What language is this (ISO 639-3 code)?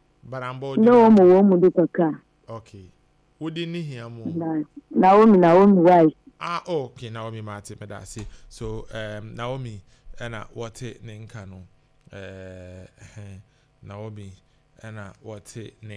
aka